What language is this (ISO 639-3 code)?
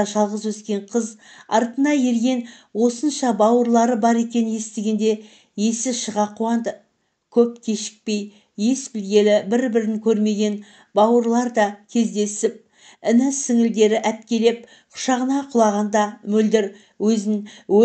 kaz